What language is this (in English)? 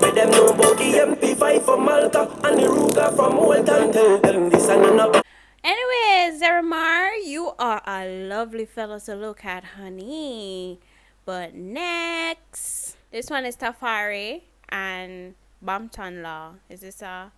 Jamaican Creole English